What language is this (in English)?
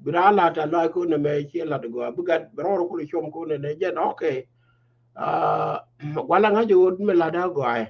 Nuer